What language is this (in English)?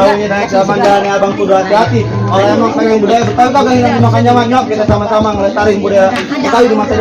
Betawi